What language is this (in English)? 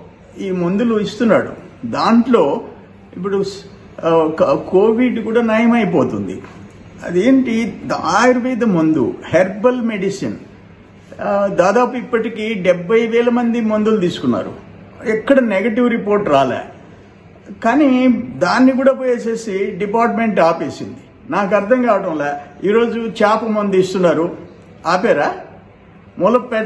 Telugu